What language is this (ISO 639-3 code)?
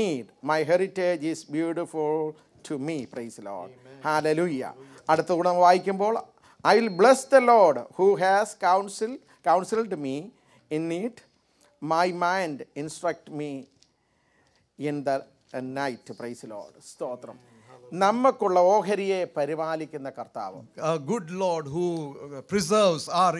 mal